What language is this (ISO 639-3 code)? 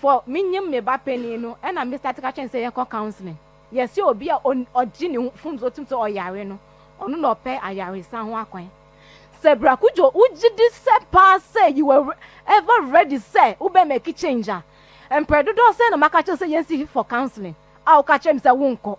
aka